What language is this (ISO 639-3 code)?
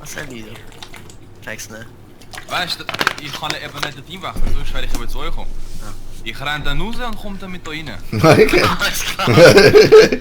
gsw